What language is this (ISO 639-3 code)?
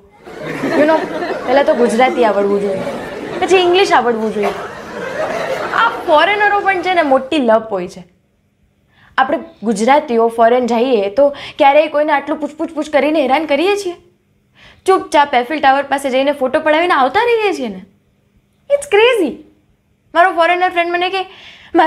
guj